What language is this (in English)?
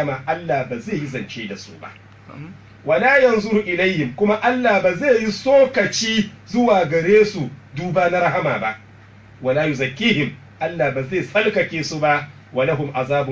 Hausa